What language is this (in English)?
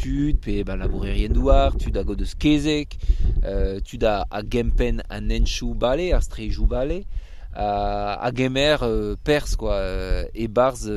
Breton